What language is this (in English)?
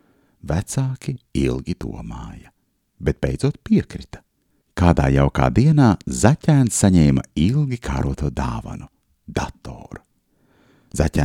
Latvian